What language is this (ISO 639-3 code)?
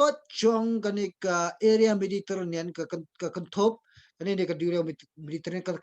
kha